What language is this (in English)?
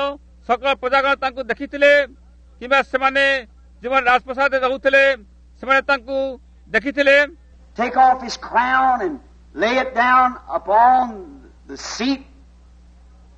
Odia